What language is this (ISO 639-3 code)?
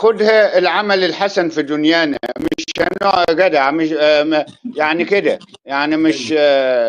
arz